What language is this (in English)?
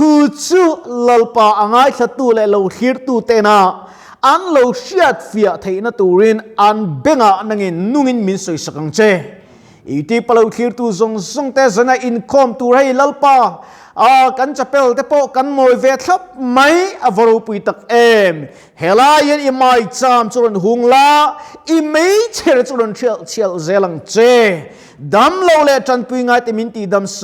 Mizo